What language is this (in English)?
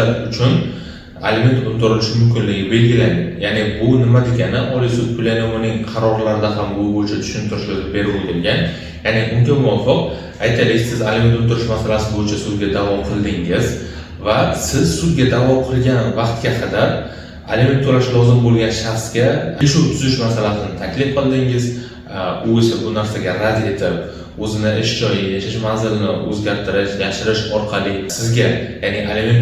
Uzbek